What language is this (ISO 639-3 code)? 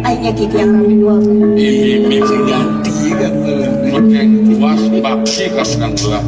ban